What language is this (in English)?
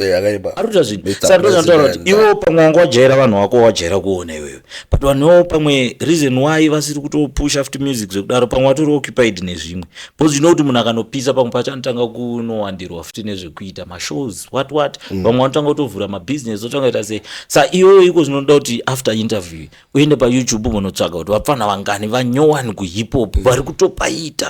Shona